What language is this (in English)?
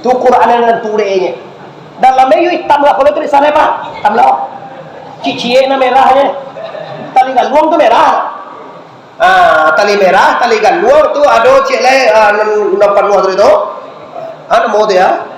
Minangkabau